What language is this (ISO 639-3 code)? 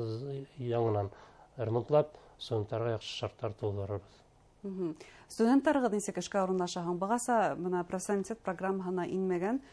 bak